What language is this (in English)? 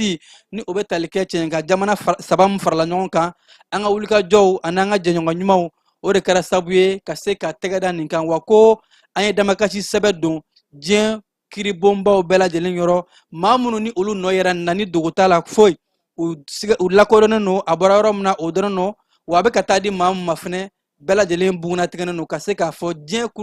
Bambara